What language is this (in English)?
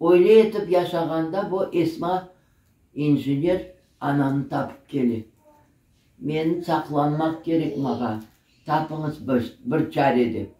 Crimean Tatar